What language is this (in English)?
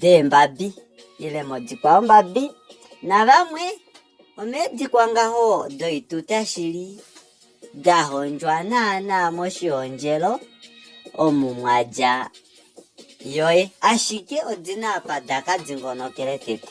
Kuanyama